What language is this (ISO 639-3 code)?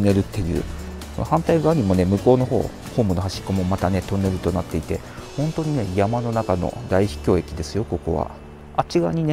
jpn